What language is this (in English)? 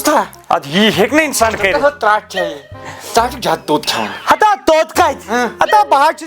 Kashmiri